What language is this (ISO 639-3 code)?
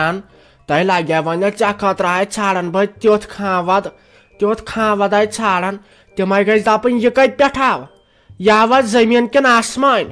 kas